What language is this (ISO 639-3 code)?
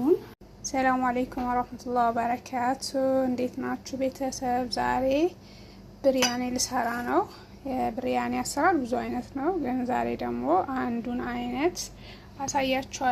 amh